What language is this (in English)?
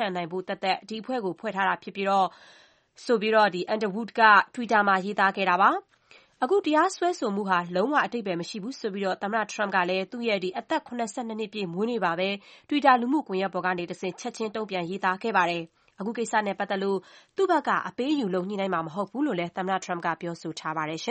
Burmese